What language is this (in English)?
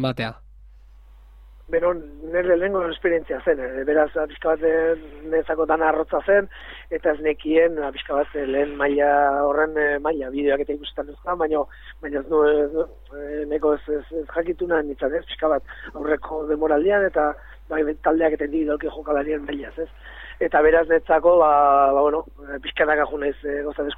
Basque